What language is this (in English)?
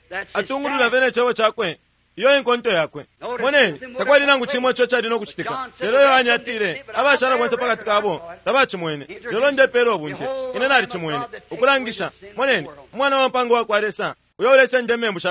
Bemba